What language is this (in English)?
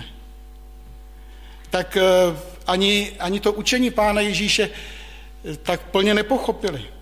Czech